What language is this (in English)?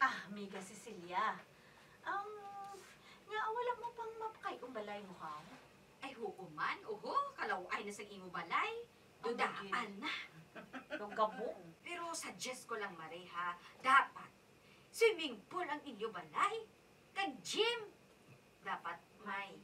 Hiligaynon